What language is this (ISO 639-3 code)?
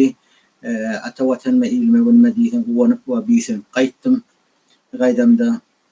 tuk